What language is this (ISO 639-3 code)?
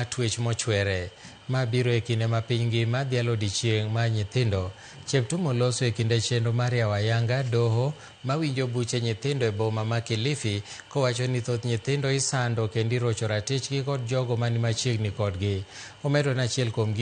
luo